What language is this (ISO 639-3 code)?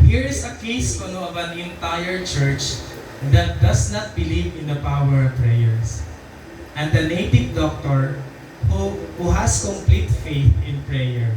war